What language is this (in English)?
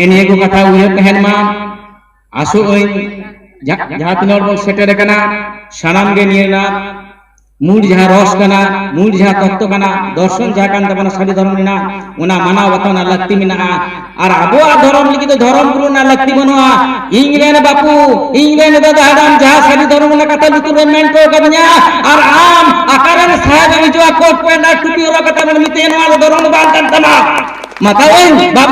Santali